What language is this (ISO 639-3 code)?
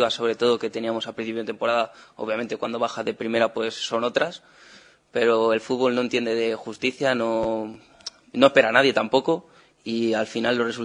spa